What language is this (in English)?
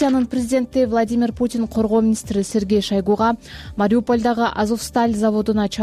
Kyrgyz